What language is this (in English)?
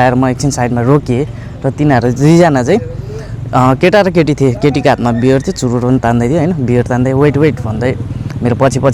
Nepali